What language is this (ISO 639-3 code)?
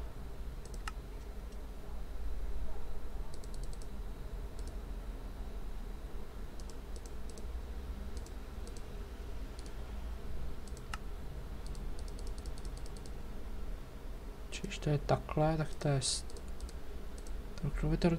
ces